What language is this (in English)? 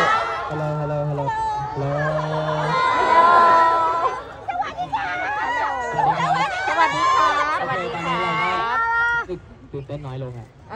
Thai